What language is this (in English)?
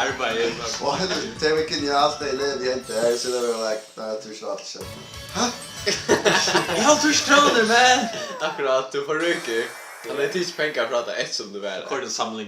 Faroese